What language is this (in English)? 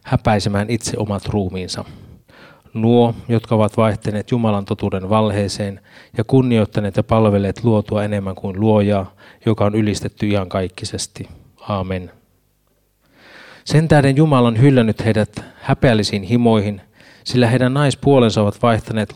Finnish